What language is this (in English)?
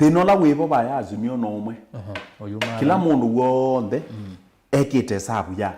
Kamba